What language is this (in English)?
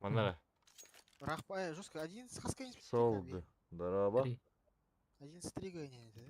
Yakut